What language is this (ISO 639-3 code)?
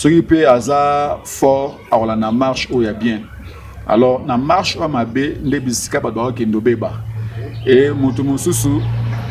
lin